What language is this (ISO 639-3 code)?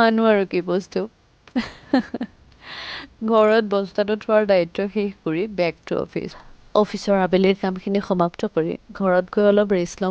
asm